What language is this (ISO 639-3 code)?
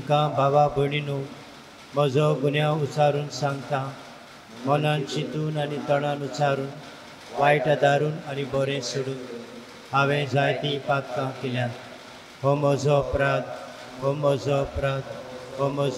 kok